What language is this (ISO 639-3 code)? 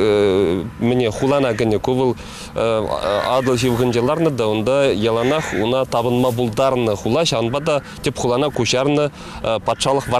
chv